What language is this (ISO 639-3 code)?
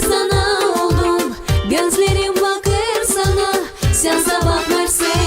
gag